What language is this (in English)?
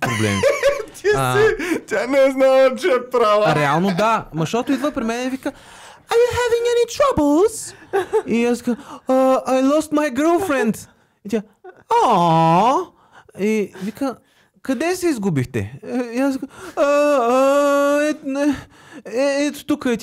Bulgarian